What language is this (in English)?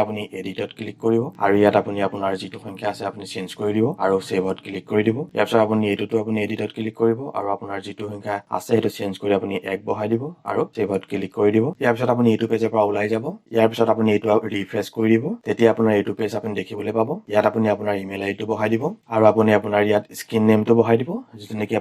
Assamese